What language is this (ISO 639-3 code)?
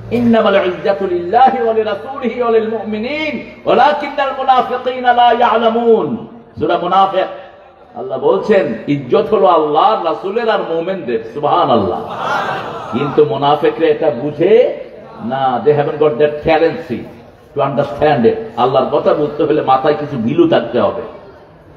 ben